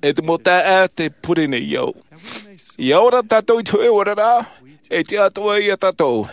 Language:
Tahitian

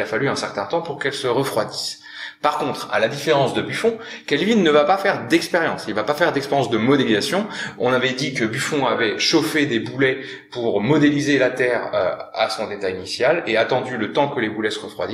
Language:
French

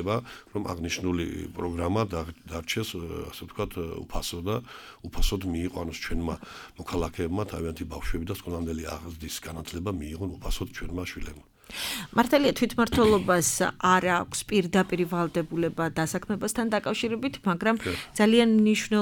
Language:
Georgian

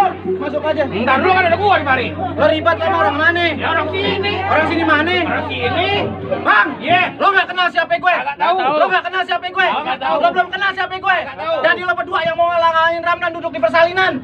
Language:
Betawi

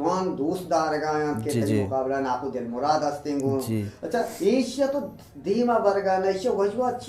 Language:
Eastern Balochi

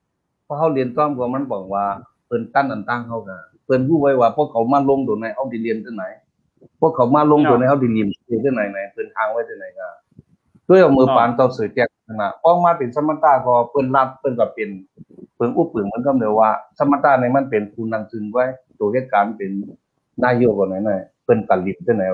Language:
Shan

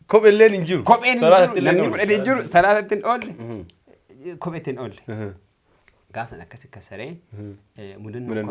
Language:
Oromo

